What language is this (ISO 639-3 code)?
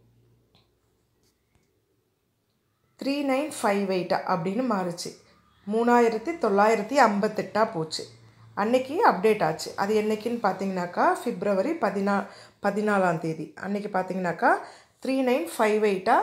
tam